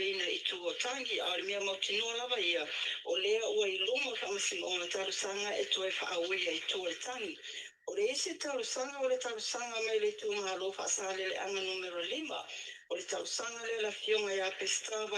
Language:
Samoan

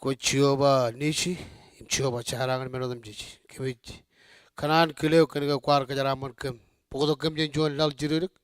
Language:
Marshallese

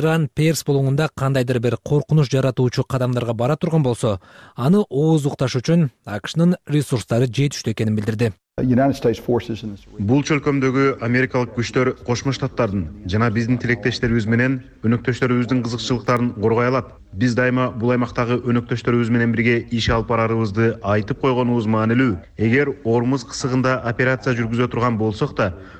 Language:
Kyrgyz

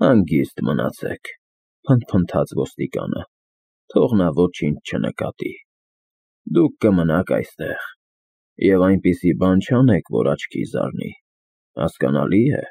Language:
Armenian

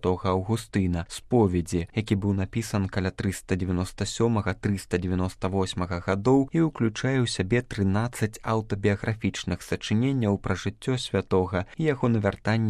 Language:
Belarusian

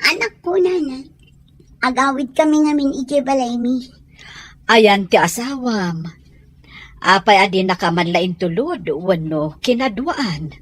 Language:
Iloko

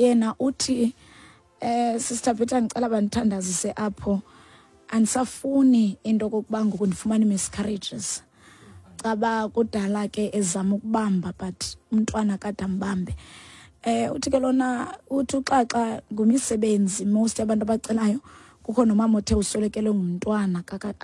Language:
Xhosa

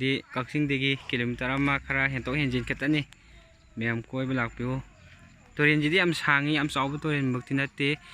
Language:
Manipuri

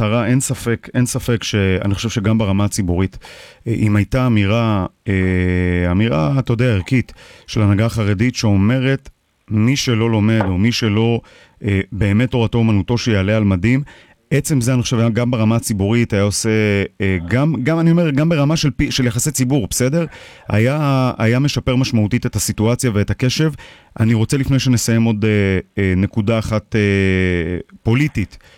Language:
Hebrew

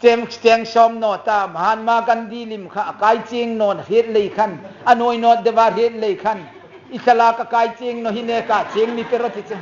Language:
Hmar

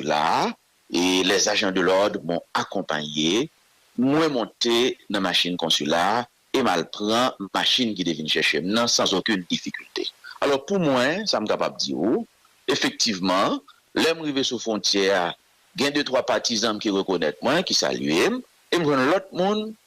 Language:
Haitian Creole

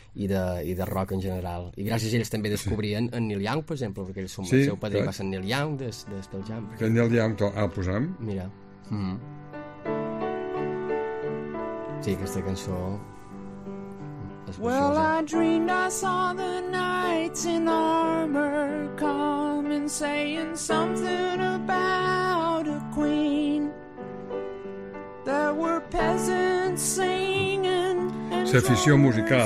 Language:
Catalan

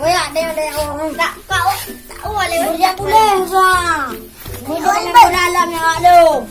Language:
Achinese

